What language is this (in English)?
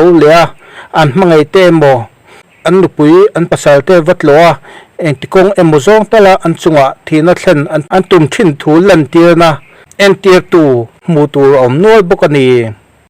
Mizo